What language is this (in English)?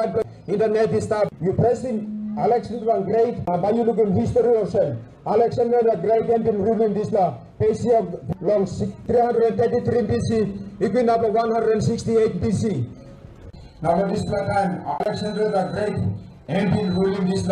Tok Pisin